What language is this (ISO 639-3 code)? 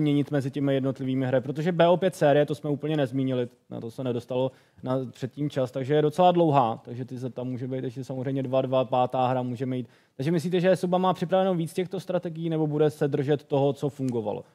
ces